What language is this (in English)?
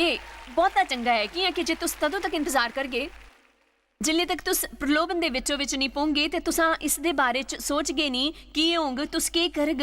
Dogri